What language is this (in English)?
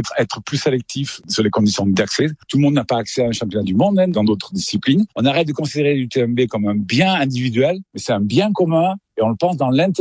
French